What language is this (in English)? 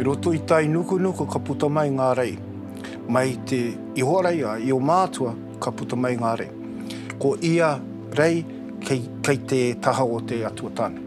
Māori